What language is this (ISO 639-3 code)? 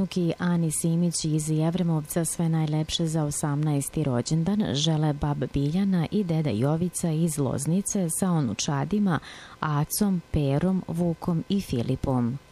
srp